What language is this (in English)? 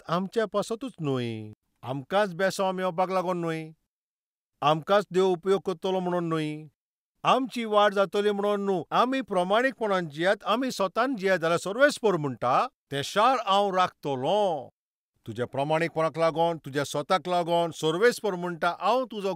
Konkani